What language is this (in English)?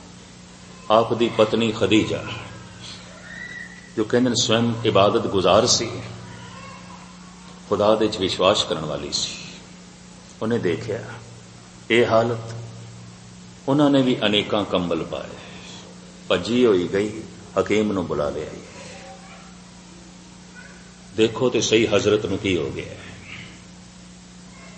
Punjabi